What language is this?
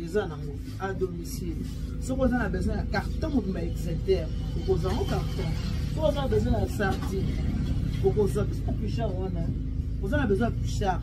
Lingala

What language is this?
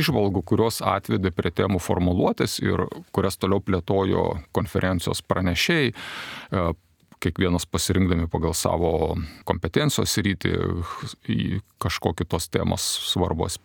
Lithuanian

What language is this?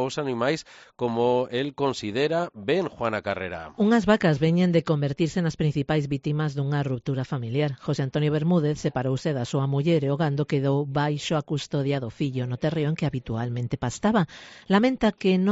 Galician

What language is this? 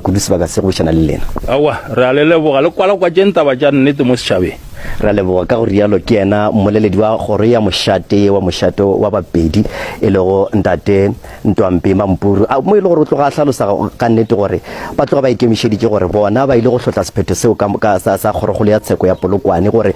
Northern Sotho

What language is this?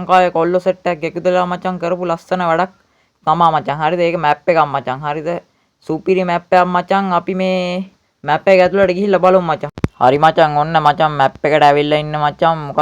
Sinhala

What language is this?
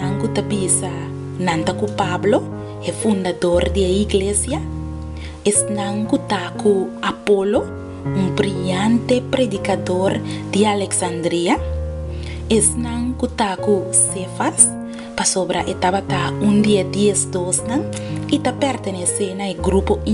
Papiamento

